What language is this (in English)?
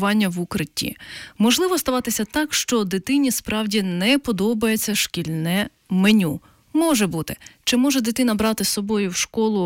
Ukrainian